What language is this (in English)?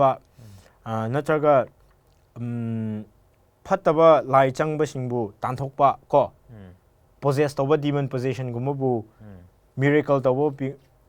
Manipuri